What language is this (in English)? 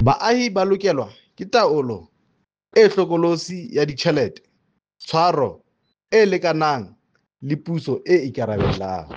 Southern Sotho